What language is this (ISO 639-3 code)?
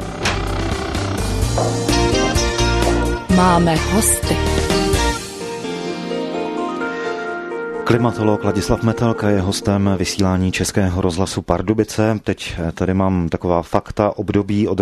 ces